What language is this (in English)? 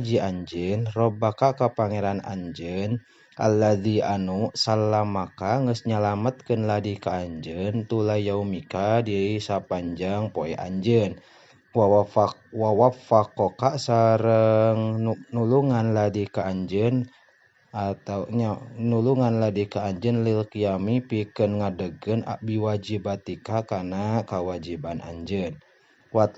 Sundanese